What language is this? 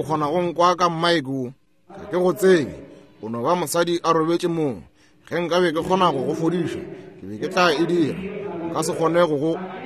Northern Sotho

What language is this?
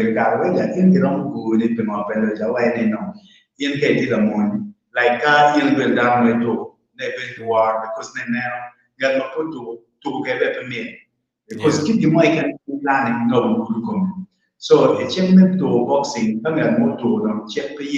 Acoli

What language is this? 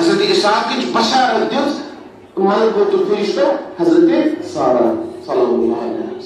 Kashmiri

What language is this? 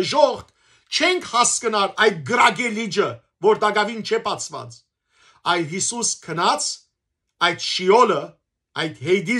Western Armenian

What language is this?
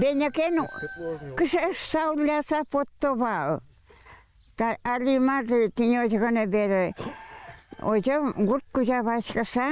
Udmurt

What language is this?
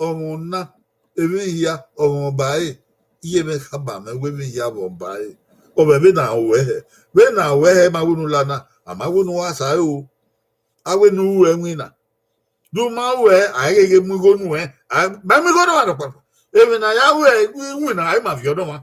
Bini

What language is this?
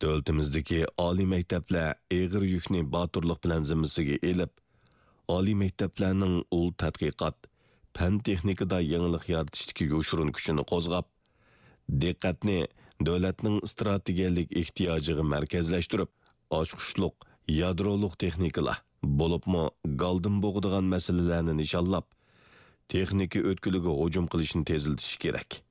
Uyghur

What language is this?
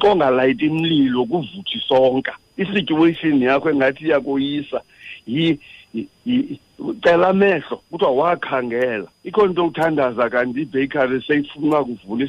Xhosa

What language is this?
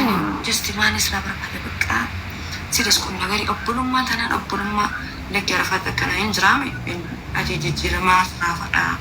Oromo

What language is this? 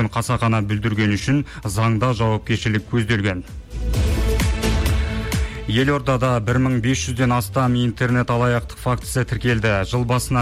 Kazakh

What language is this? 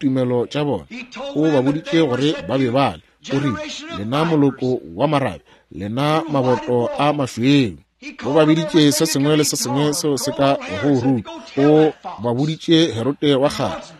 Northern Sotho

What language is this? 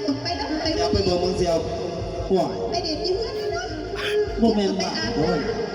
Northeastern Thai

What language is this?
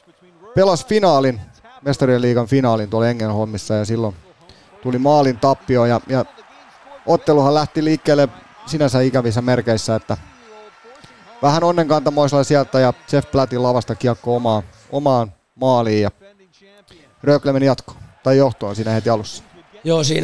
Finnish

